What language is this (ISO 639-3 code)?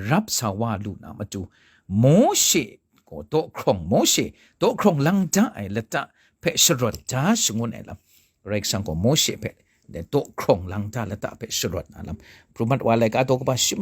kac